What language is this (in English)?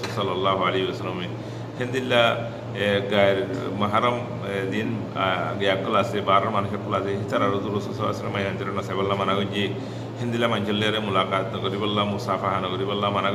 Rohingya